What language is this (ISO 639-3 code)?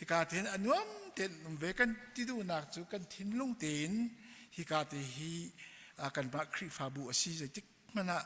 cnh